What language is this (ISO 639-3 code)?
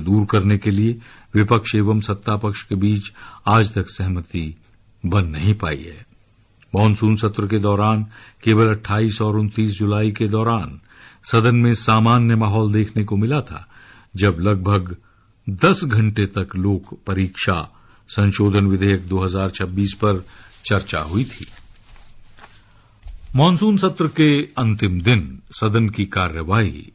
hin